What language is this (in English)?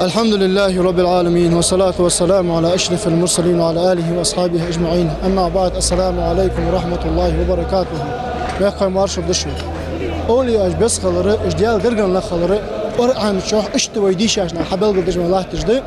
Ingush